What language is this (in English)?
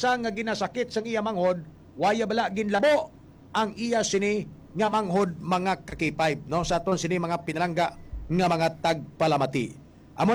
Hiligaynon